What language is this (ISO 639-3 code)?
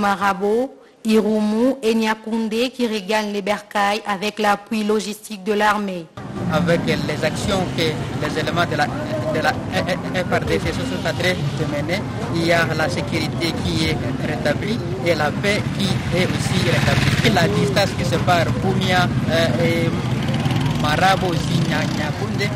fra